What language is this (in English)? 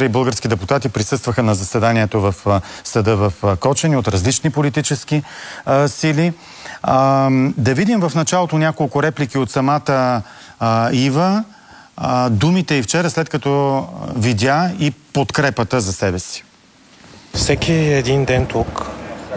Bulgarian